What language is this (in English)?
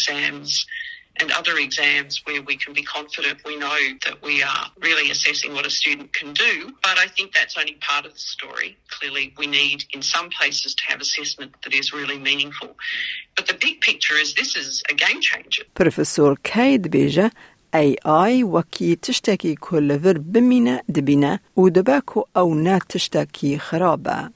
Kurdish